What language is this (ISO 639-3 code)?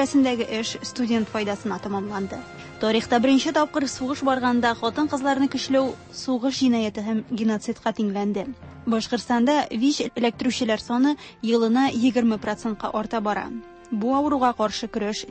tat